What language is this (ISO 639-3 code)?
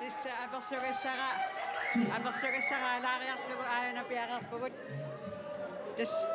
kal